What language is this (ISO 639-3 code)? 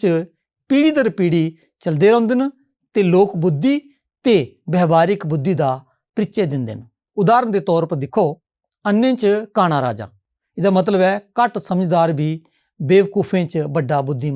doi